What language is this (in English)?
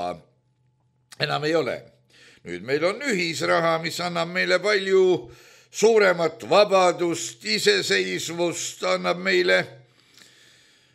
Estonian